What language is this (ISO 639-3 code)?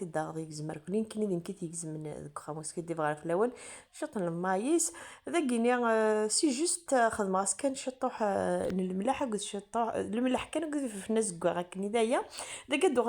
kab